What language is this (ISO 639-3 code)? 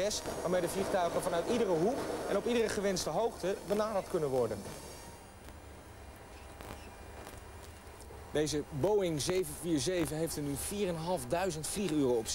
nld